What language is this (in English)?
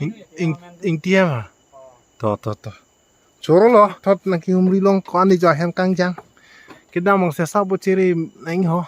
Karbi